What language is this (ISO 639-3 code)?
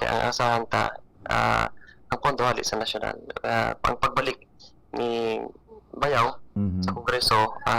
bik